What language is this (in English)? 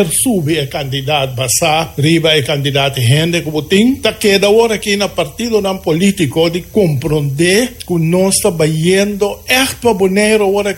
Papiamento